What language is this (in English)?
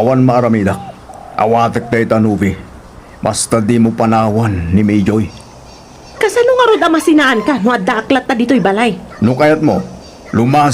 Iloko